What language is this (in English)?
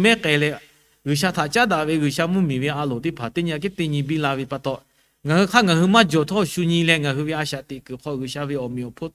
Lahu